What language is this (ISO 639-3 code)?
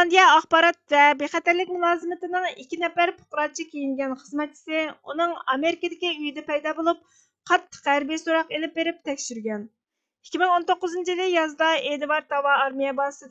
uig